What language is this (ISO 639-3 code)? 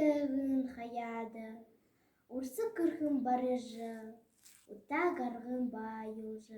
bua